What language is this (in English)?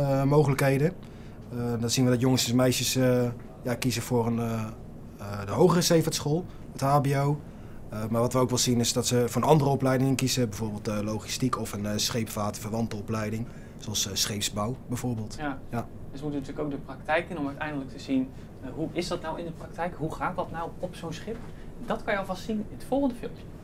Dutch